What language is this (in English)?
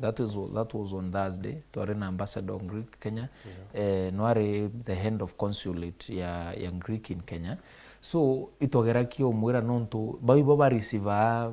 Meru